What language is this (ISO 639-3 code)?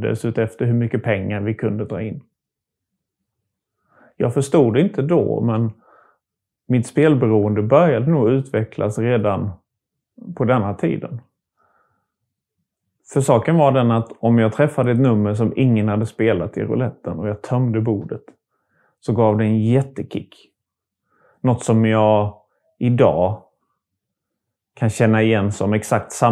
swe